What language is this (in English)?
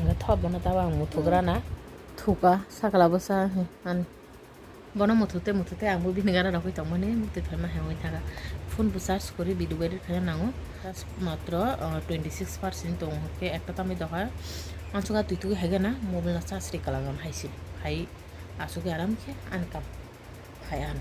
Kok Borok